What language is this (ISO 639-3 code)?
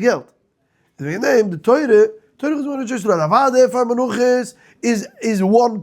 yid